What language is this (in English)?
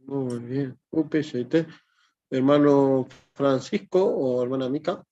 Guarani